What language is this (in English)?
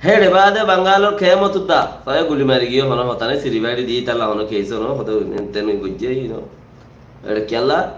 Rohingya